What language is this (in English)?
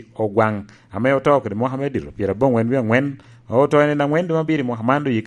Lango (Uganda)